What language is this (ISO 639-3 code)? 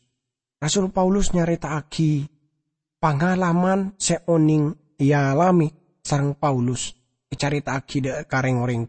mad